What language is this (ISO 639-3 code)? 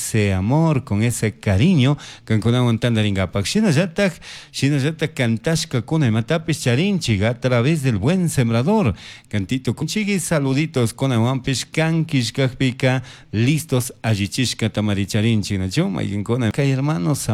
qug